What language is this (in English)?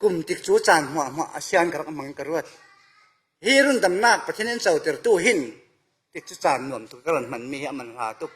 Falam Chin